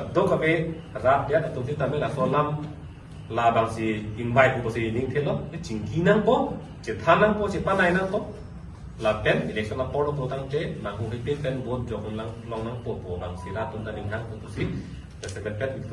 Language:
Karbi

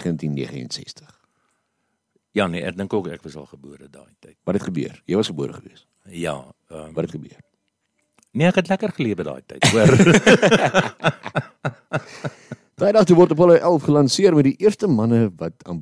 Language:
Afrikaans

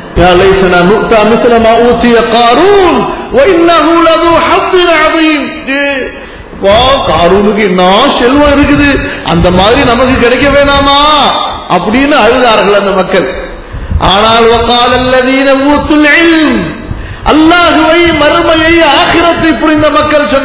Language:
Tamil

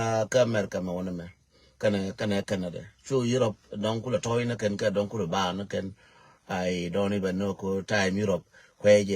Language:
Nuer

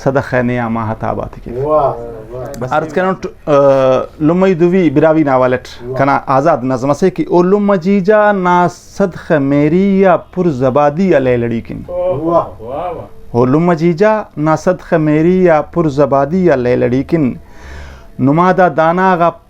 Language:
Brahui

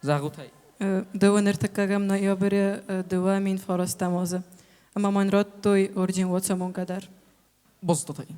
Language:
Ossetic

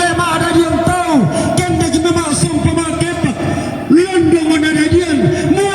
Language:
Toraja-Sa'dan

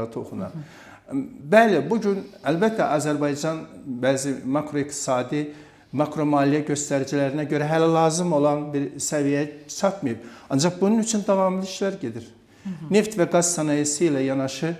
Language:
Azerbaijani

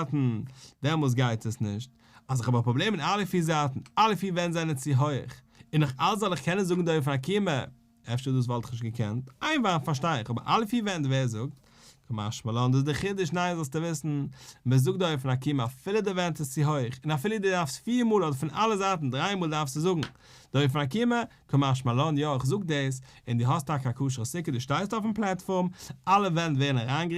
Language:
Yiddish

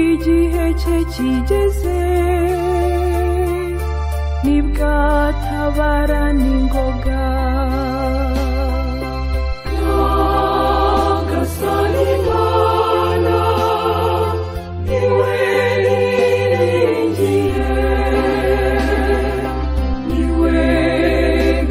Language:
Kinyarwanda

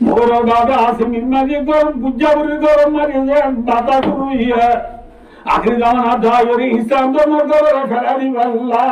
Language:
Rohingya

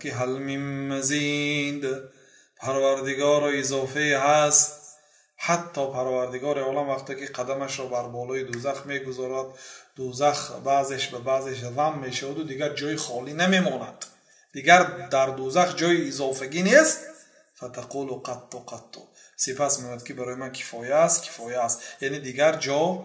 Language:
Persian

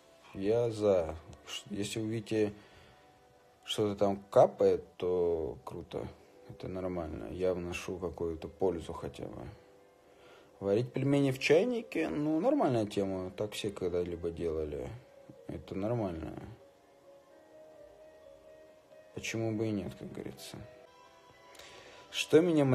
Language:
Russian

